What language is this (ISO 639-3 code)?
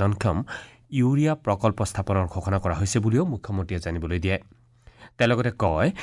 asm